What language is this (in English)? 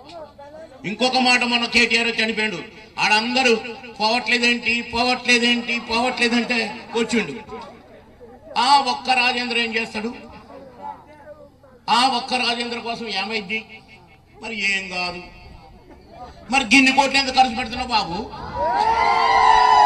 Telugu